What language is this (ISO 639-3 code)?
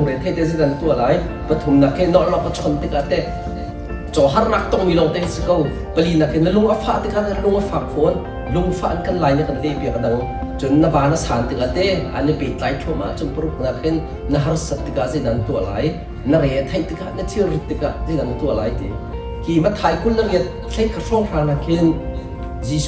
cnh